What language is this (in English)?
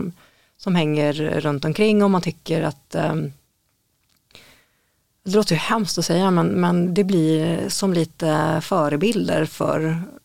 Swedish